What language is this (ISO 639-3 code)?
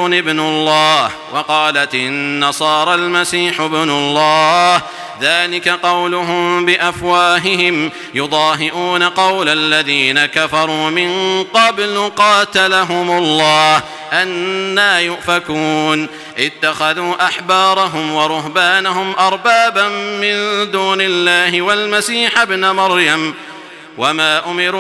ara